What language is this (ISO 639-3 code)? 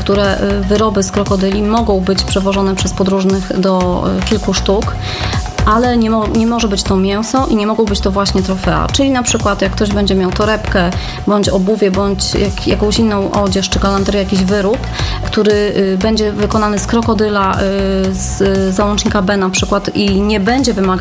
pol